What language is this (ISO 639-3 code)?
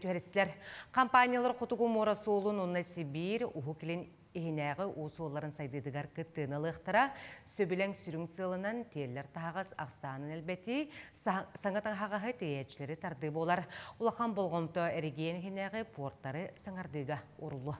sah